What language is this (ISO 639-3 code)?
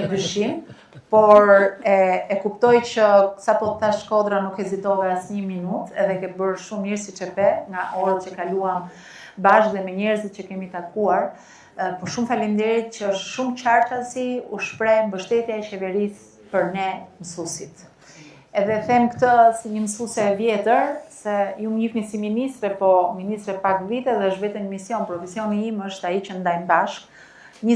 sqi